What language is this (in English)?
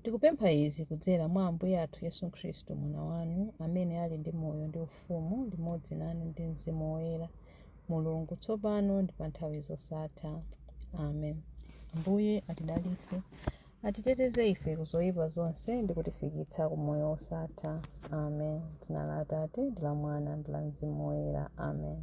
Nyanja